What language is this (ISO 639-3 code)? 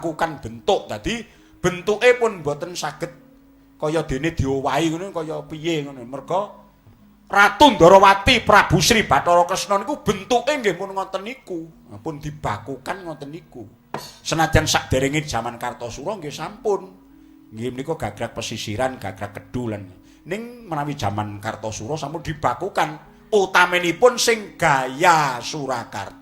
jav